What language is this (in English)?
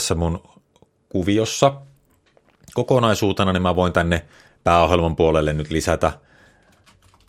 Finnish